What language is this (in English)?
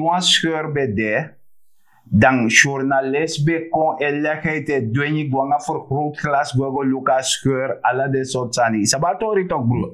Sranan Tongo